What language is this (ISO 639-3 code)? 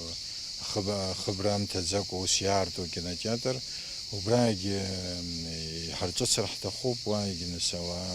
abk